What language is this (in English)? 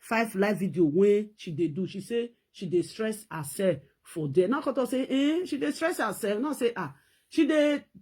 Nigerian Pidgin